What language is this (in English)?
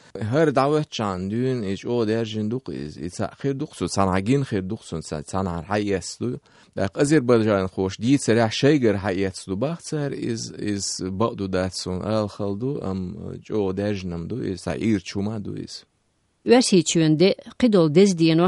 Chechen